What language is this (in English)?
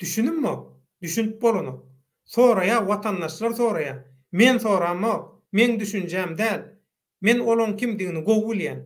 Turkmen